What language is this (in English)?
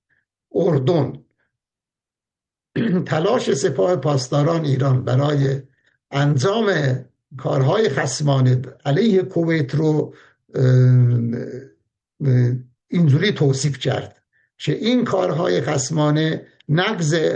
Persian